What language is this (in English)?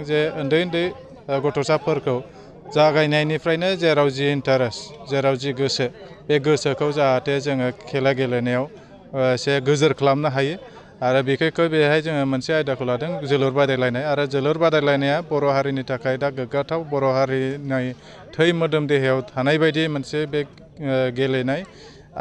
Bodo